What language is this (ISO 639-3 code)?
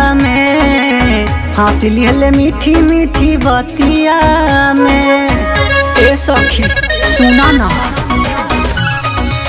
bho